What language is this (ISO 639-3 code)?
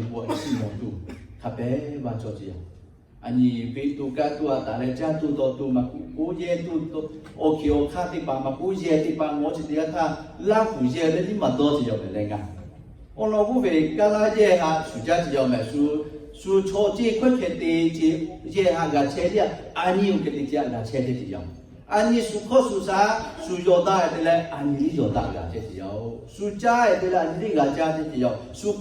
lhu